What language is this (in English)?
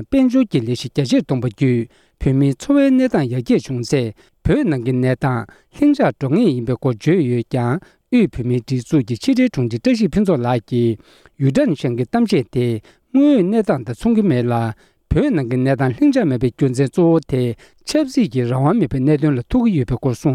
Tibetan